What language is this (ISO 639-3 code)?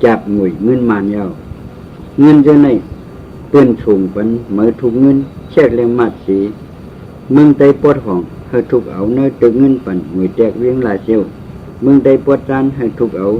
shn